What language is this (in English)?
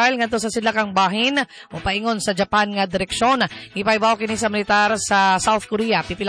Cebuano